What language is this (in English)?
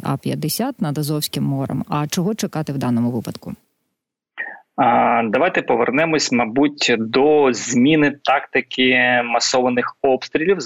Ukrainian